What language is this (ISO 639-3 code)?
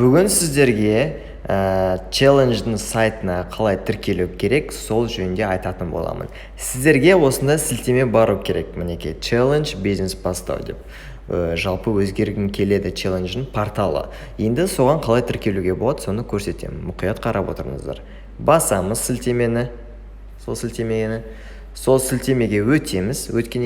kaz